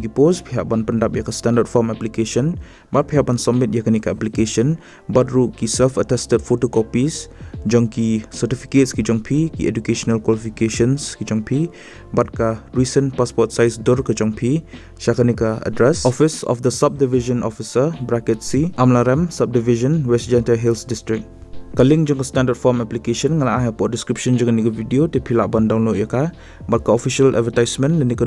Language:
Khasi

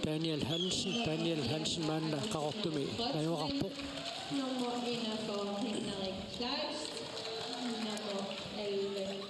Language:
Kalaallisut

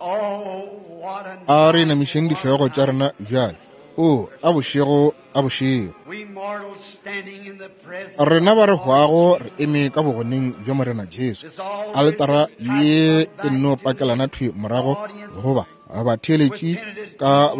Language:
Northern Sotho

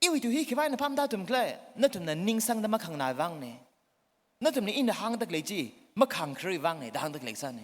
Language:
Tangkhul Naga (India)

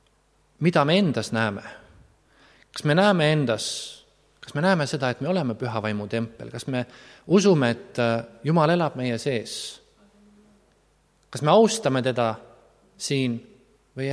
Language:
Estonian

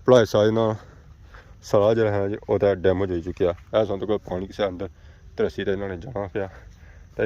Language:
Pahari-Potwari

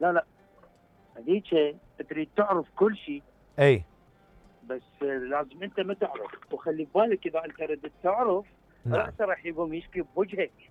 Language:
Mesopotamian Arabic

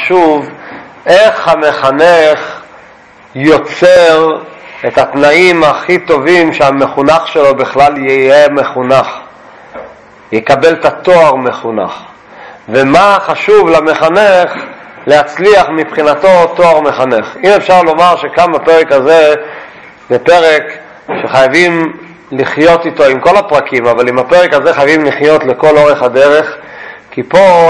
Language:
Hebrew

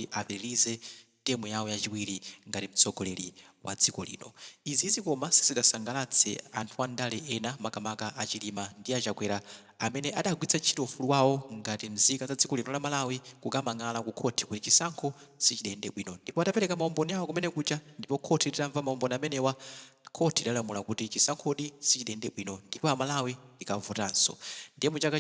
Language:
Nyanja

